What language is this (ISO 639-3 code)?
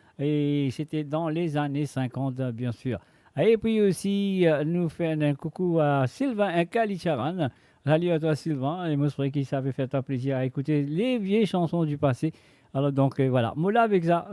mfe